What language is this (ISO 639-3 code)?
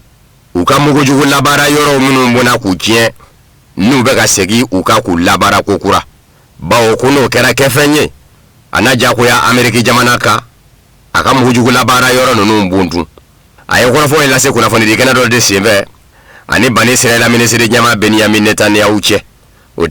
bam